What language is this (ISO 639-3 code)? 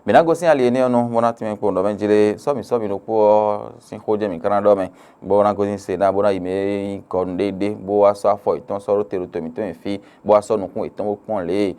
fon